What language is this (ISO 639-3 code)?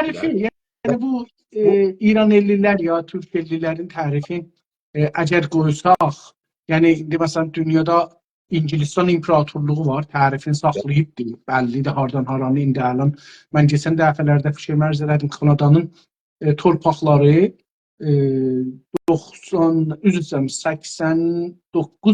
azb